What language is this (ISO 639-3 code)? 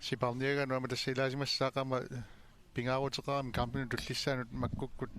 kal